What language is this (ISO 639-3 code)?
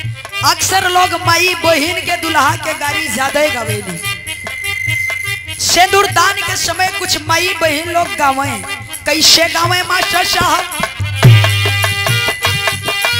bho